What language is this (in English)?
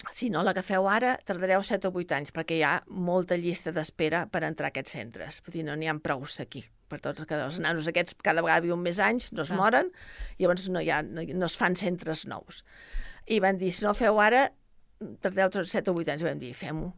Catalan